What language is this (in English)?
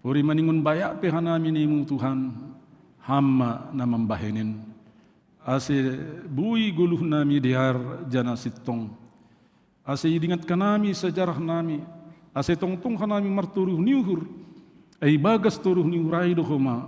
Batak Simalungun